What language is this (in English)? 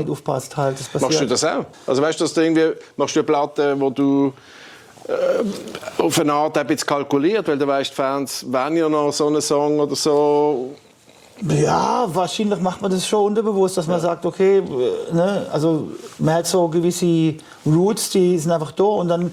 German